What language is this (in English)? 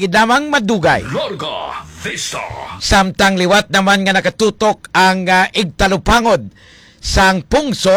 Hiligaynon